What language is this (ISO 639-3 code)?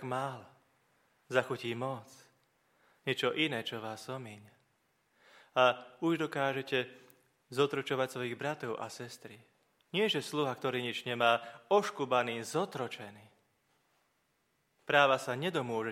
slk